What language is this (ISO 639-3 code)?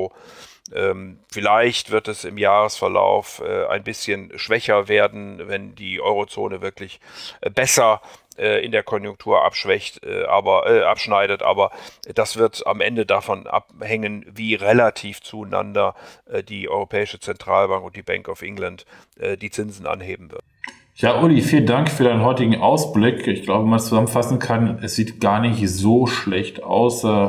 deu